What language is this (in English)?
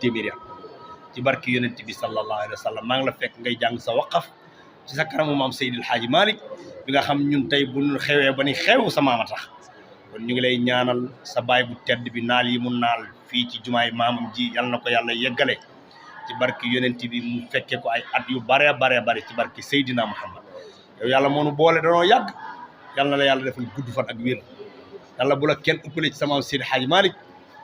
Wolof